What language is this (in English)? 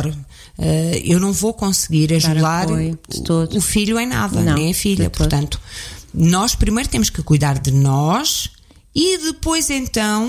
Portuguese